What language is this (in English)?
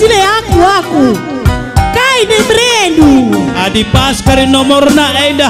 Batak Karo